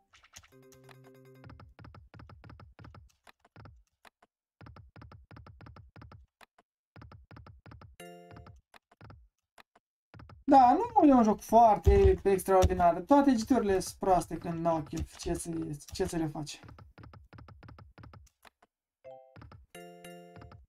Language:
Romanian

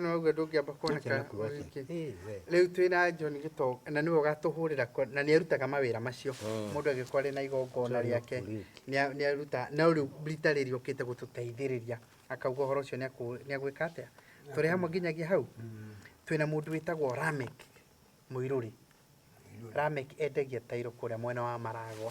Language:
Kikuyu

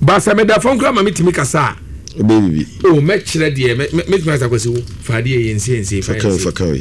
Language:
Akan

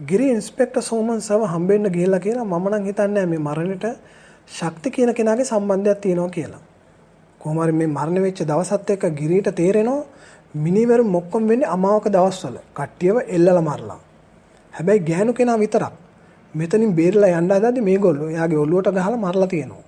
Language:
Sinhala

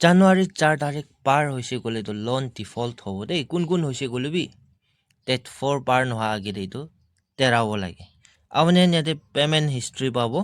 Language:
Naga Pidgin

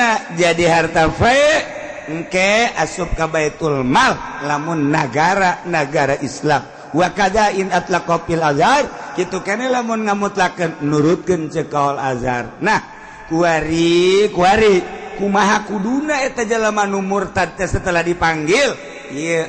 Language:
Sundanese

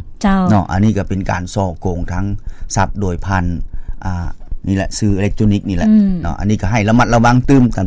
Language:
Lao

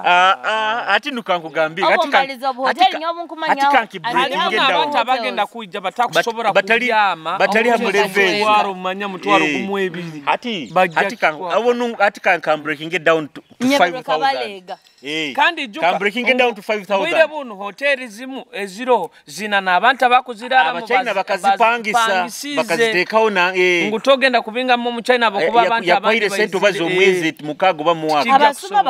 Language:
Nyoro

